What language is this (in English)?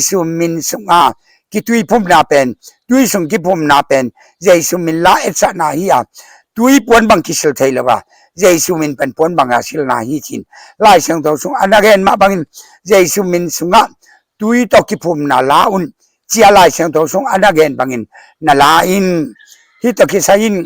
Tedim Chin